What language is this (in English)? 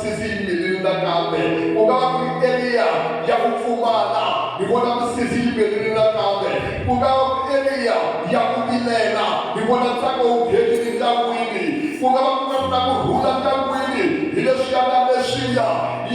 Tsonga